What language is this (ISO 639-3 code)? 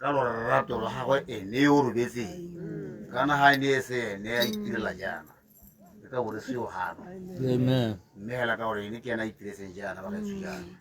tsn